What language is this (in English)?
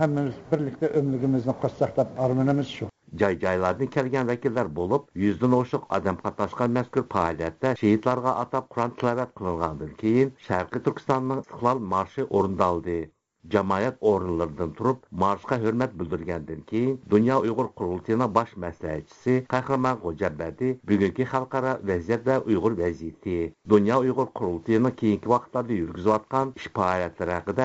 Uyghur